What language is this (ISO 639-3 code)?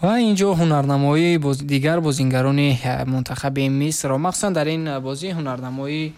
tgk